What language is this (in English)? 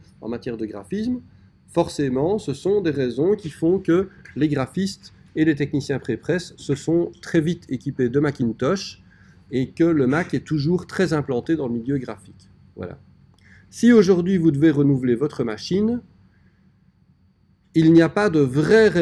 French